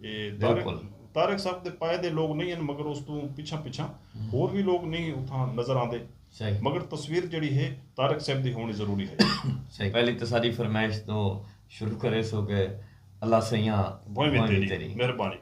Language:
Saraiki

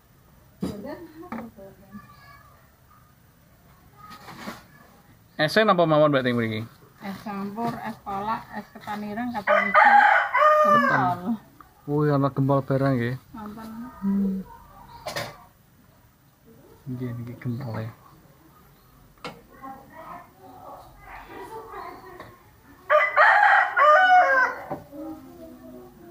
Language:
Javanese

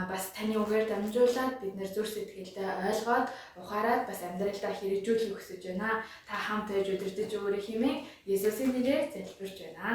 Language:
Mongolian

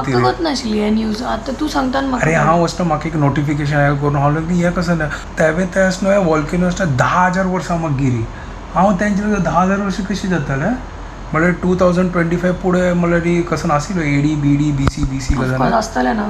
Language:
Konkani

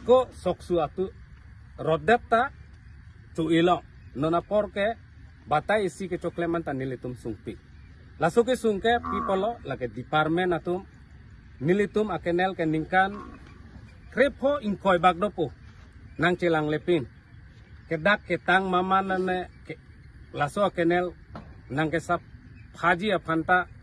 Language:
Karbi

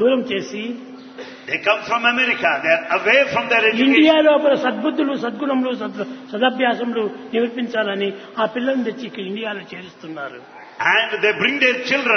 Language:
Telugu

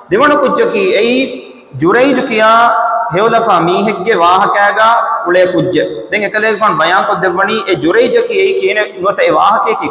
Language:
Divehi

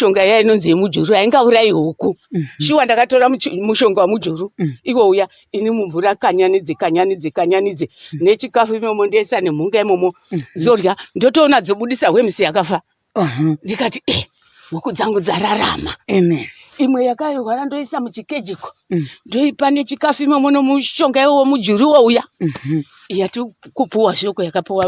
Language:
Shona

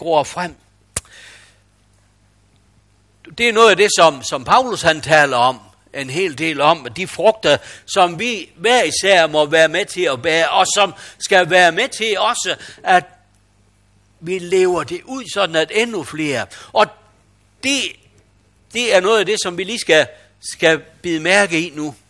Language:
Danish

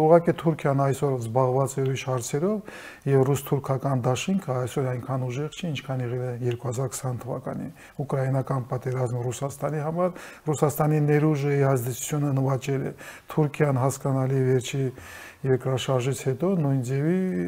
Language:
Armenian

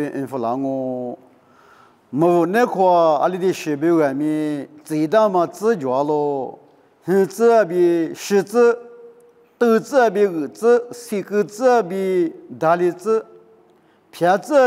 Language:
Lisu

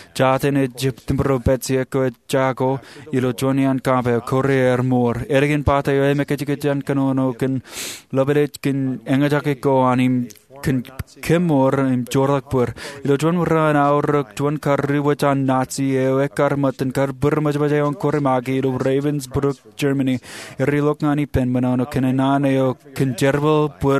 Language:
Marshallese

